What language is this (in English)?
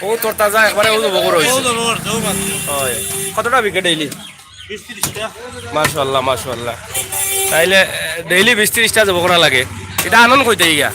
Sylheti